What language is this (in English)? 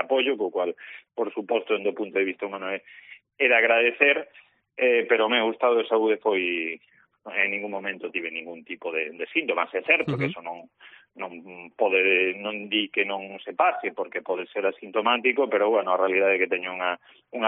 Galician